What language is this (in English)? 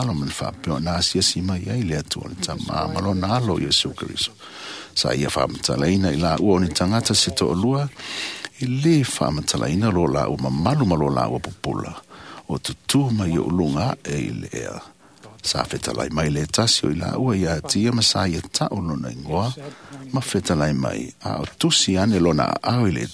Samoan